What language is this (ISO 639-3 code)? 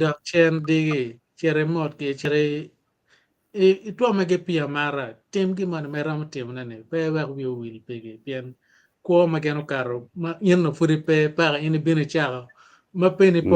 ach